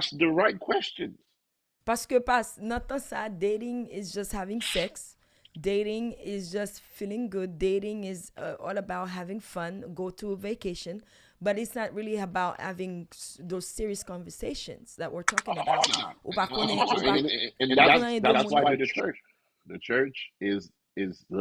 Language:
Haitian Creole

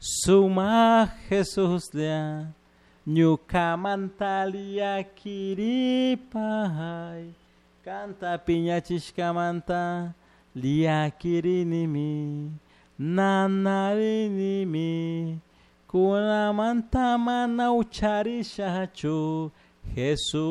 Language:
Chimborazo Highland Quichua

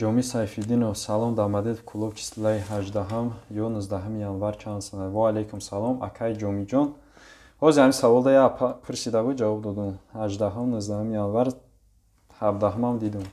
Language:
Tajik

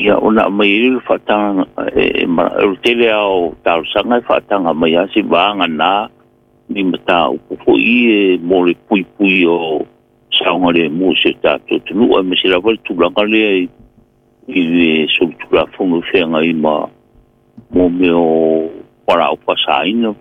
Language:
Samoan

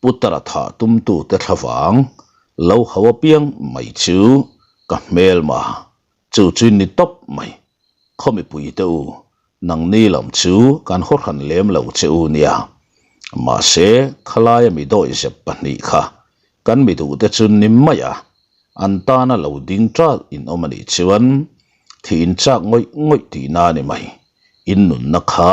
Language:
Mizo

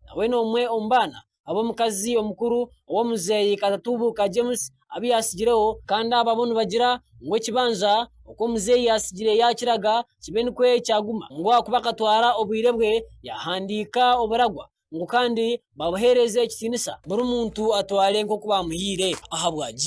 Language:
Nyankole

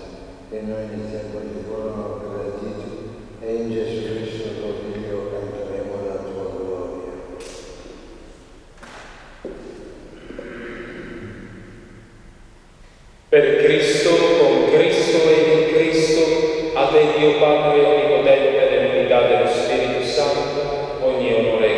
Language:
Italian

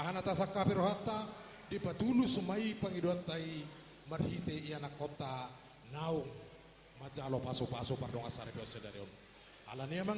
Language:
Batak Toba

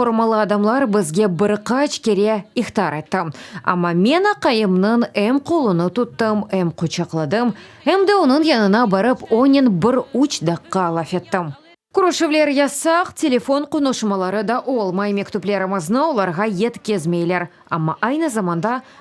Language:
Crimean Tatar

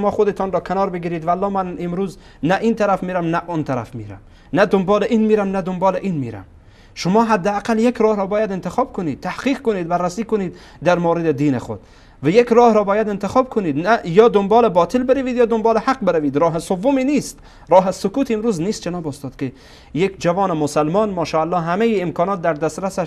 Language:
Persian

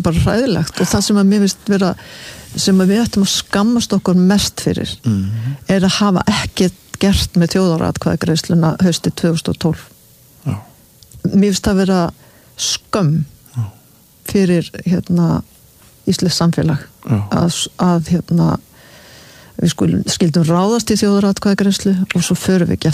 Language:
Icelandic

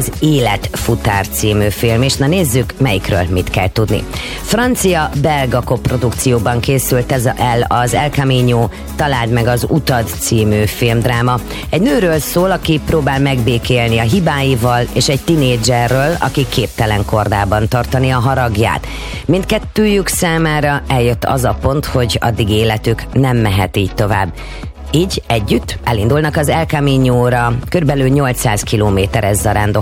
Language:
Hungarian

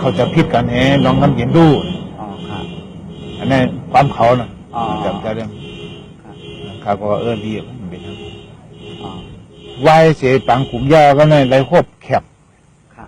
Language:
Shan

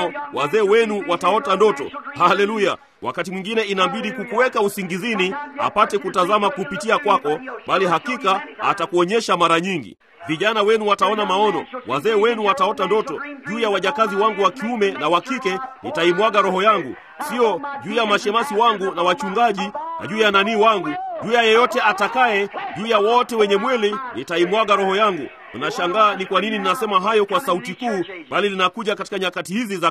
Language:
Swahili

